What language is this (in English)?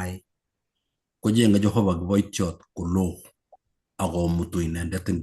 Kalenjin